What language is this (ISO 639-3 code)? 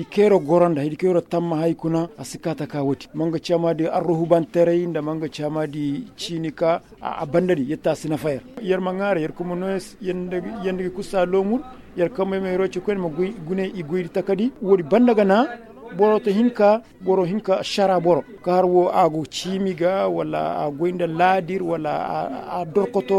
ses